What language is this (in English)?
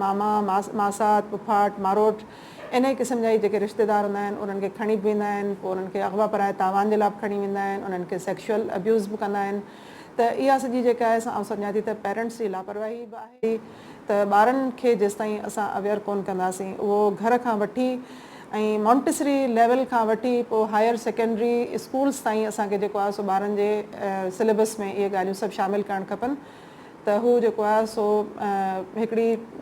Sindhi